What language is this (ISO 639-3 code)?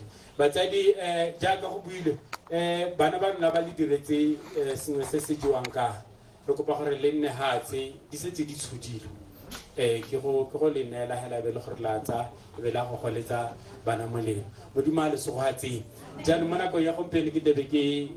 tsn